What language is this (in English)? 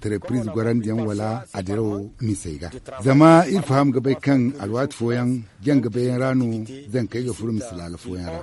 Zarma